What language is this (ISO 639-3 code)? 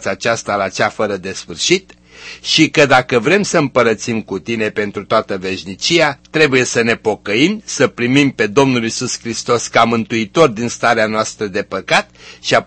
ron